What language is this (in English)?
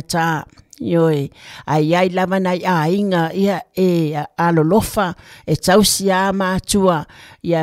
Samoan